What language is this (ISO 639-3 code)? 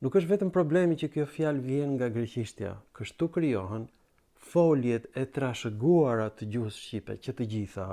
sqi